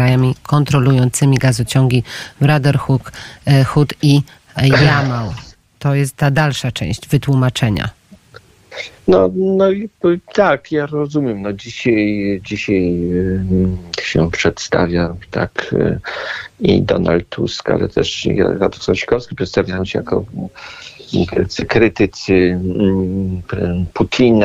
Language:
Polish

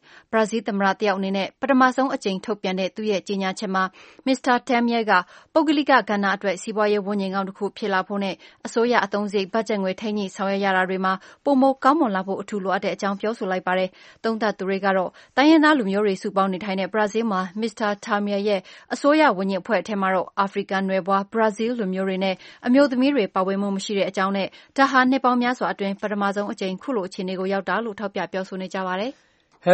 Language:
Burmese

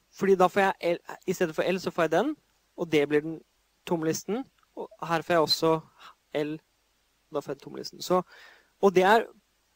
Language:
Norwegian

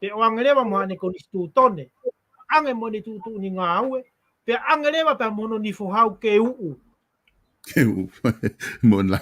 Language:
Tongan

